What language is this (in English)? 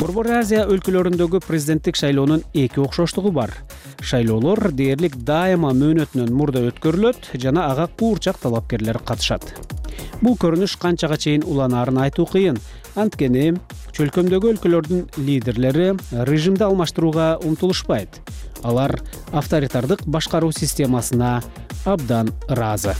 Kyrgyz